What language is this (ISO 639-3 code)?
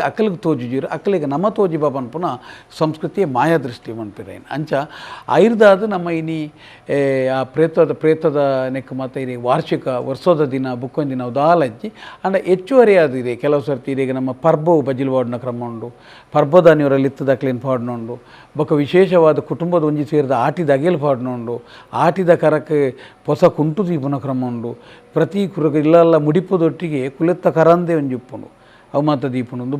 tcy